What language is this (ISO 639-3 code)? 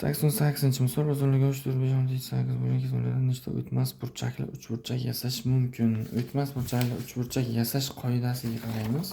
uzb